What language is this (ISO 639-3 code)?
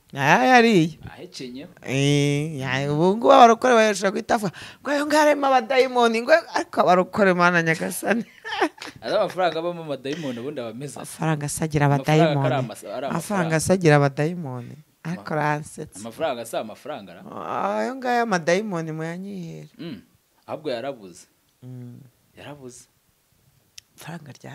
kin